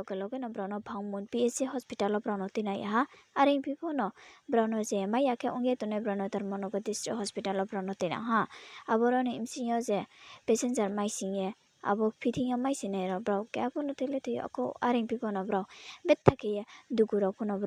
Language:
Riang (India)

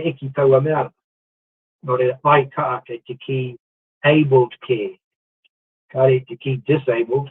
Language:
Māori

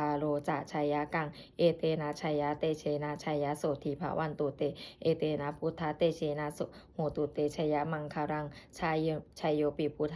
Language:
Pali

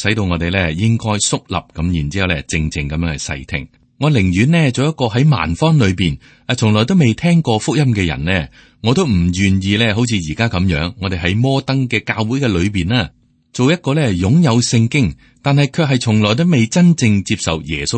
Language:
Cantonese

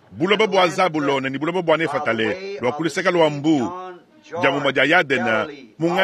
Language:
Luba-Lulua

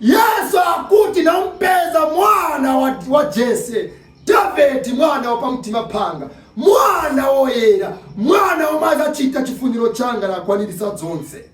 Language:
Nyanja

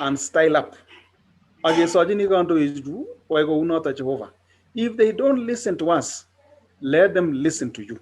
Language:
Kalenjin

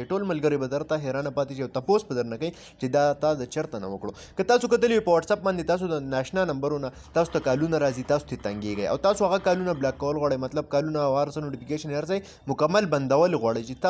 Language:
Pashto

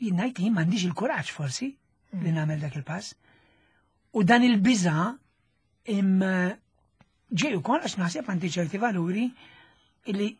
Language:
Maltese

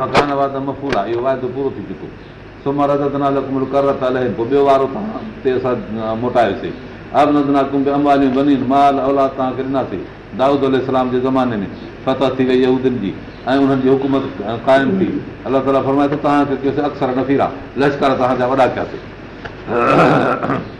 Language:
Sindhi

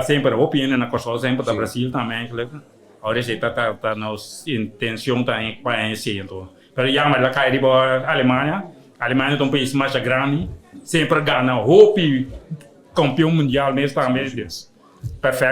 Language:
Papiamento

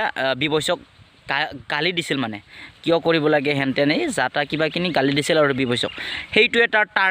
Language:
Assamese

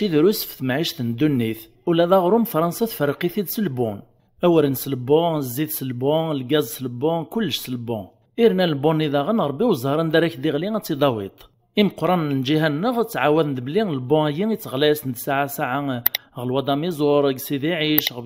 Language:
Kabyle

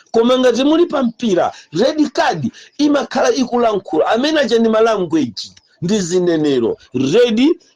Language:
Nyanja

